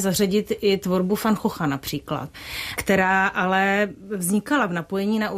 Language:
Czech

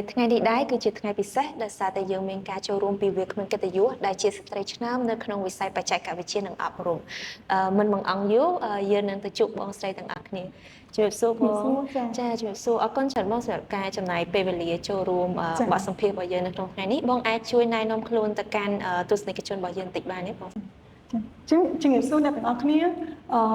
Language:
Khmer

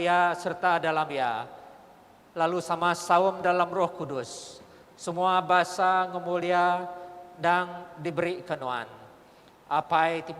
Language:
Iban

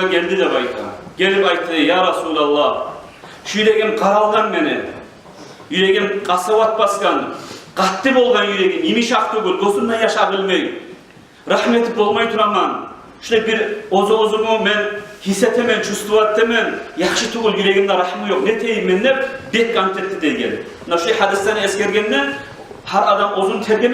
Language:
Kumyk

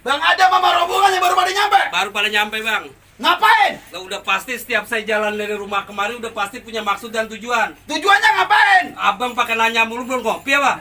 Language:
Betawi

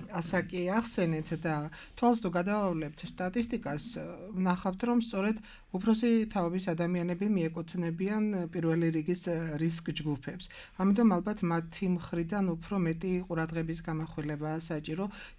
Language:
Georgian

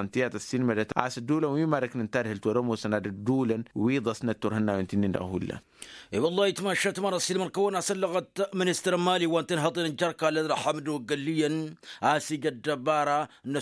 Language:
Tamasheq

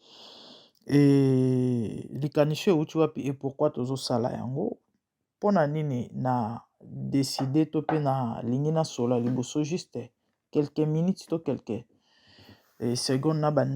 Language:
Lingala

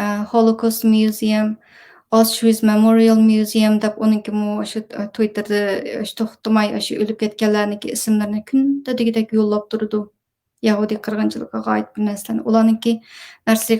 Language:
Uyghur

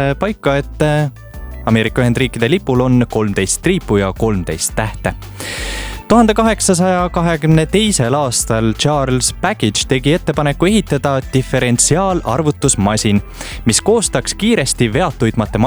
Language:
Estonian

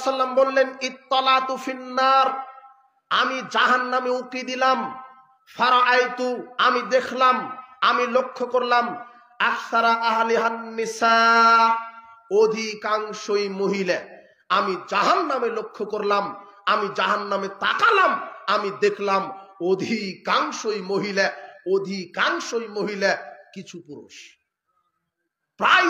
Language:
Bangla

